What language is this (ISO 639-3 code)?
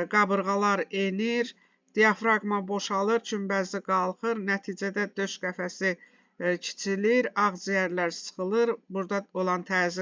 aze